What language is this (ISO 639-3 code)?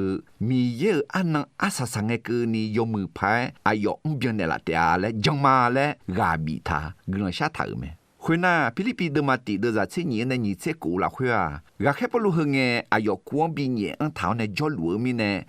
ahk